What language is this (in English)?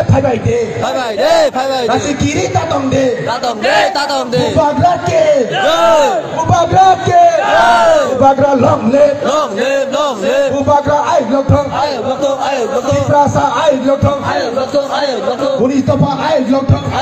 Kok Borok